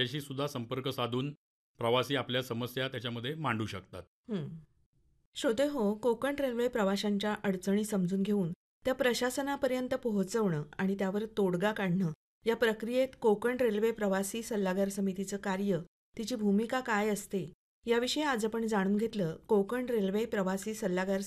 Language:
Marathi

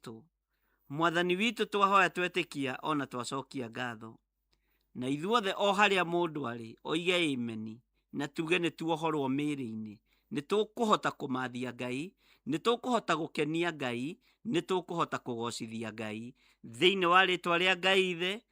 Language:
Kikuyu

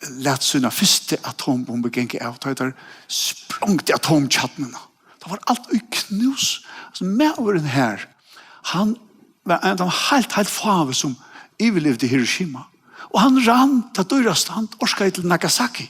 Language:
Faroese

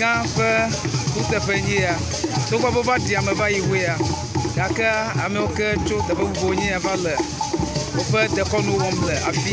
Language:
Ewe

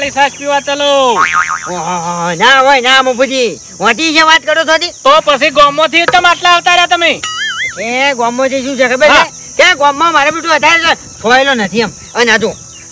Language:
Gujarati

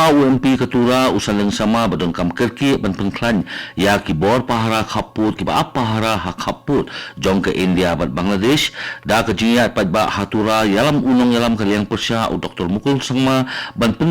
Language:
Khasi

